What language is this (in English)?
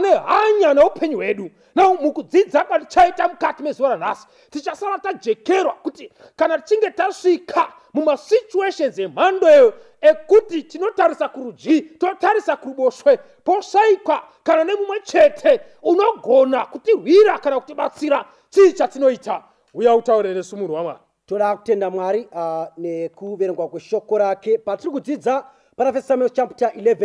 Shona